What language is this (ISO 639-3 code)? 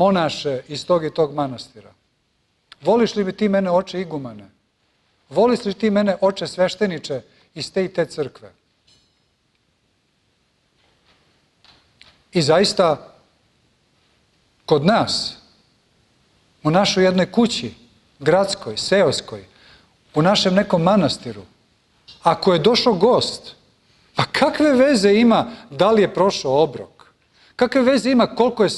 srp